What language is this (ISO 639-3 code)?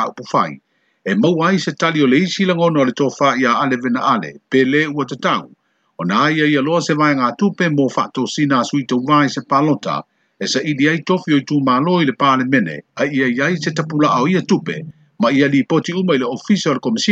smo